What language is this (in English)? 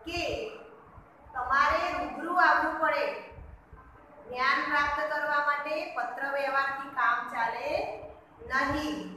Gujarati